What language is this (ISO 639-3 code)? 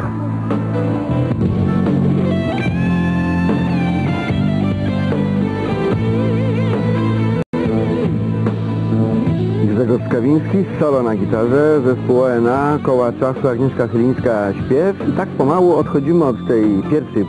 pol